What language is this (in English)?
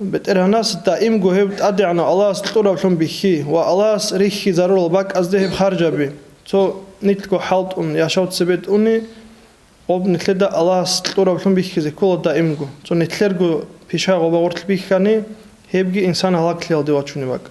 Avaric